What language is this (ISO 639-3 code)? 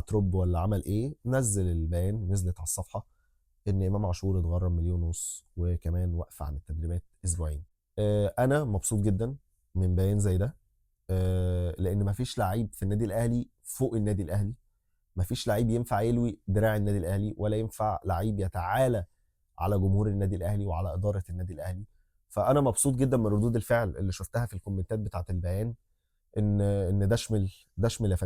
arz